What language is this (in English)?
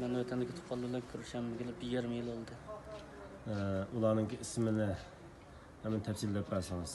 Uyghur